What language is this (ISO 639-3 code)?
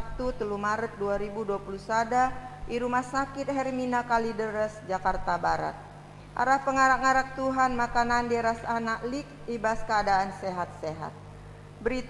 btx